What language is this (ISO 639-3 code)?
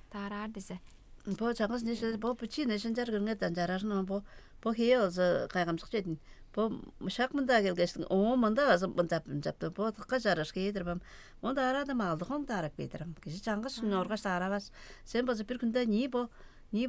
tyv